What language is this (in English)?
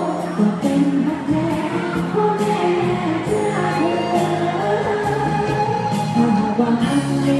Thai